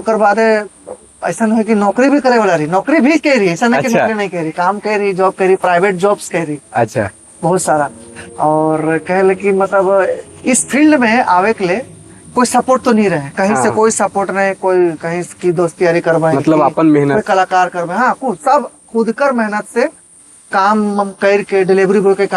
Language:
Sadri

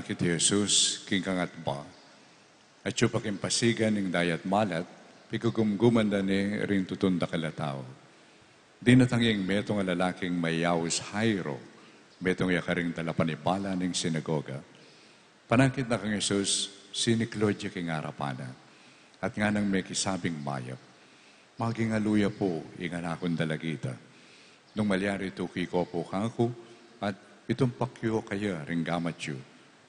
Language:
Pampanga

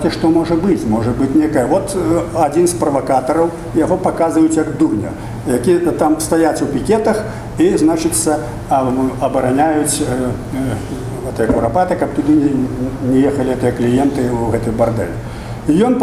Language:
Belarusian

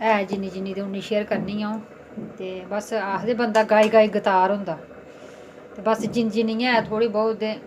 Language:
Dogri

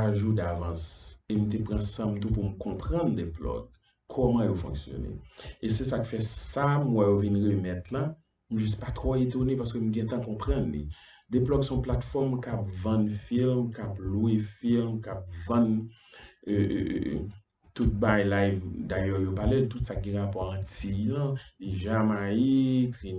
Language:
Haitian Creole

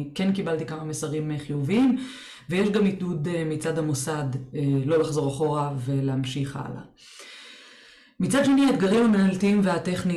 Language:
Hebrew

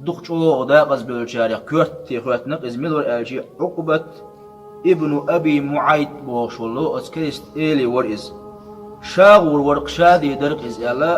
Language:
Chechen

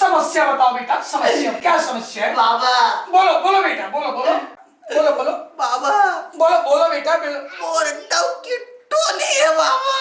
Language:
Chhattisgarhi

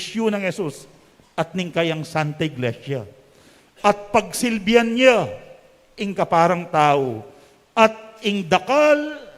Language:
Pampanga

